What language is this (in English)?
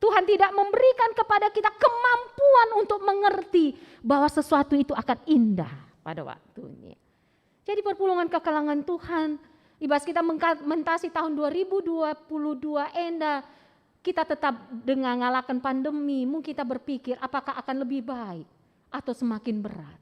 Batak Karo